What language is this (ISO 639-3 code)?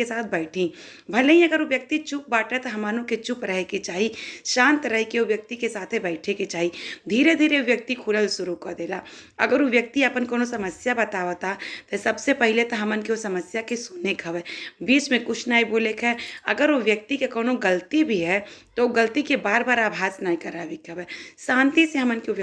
bho